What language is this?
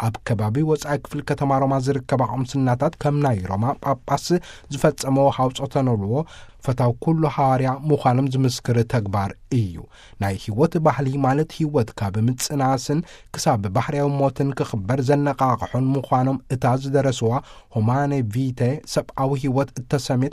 Tigrinya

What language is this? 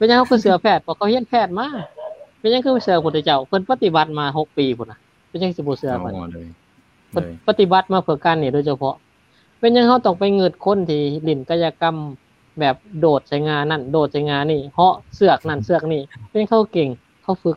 Lao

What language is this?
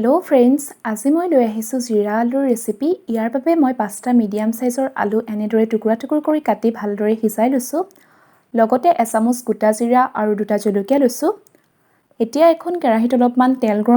Assamese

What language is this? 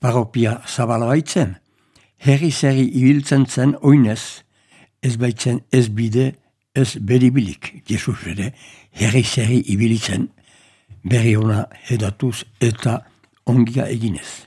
Basque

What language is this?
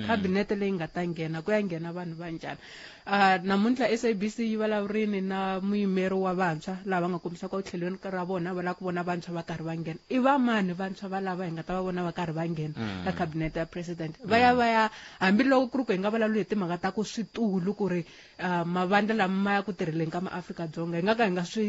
Tsonga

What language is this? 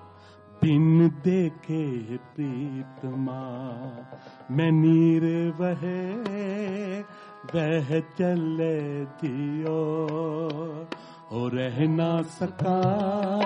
Hindi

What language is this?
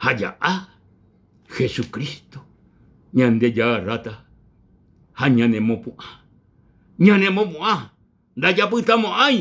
Guarani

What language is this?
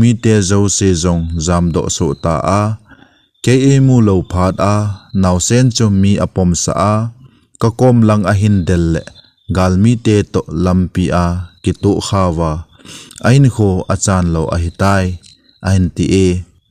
Thado Chin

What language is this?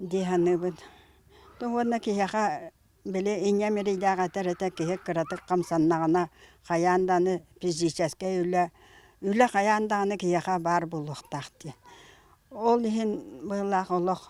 Yakut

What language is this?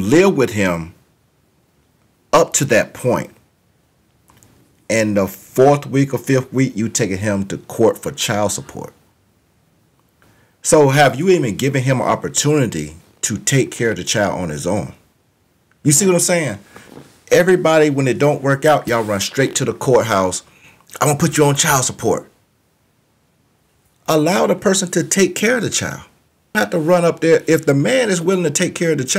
English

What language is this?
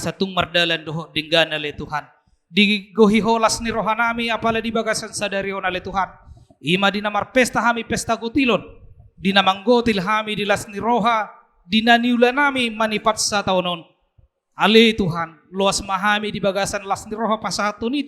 Batak Toba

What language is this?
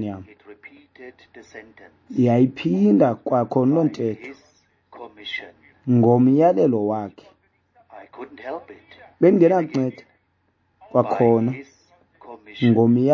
Xhosa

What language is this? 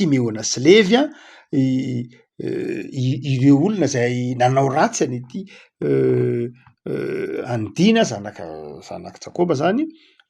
Malagasy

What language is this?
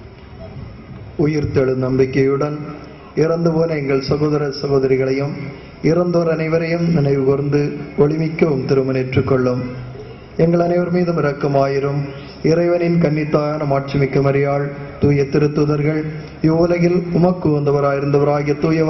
Tamil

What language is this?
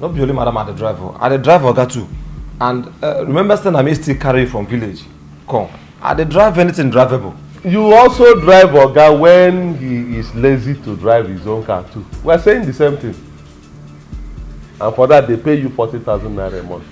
Nigerian Pidgin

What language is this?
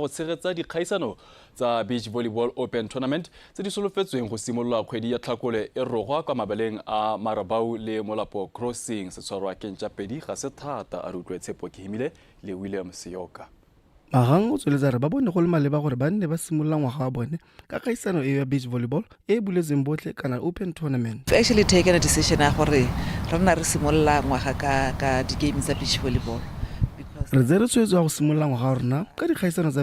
Tswana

